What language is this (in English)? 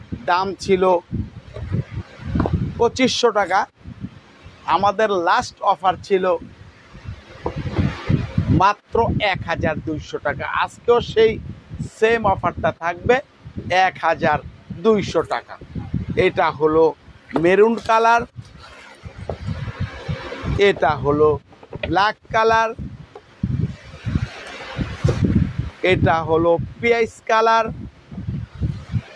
Bangla